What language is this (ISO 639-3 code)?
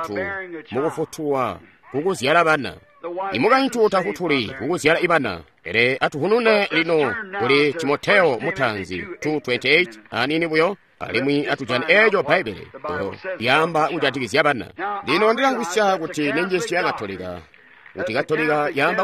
toi